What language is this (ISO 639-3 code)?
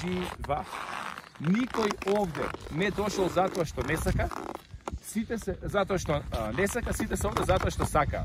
mkd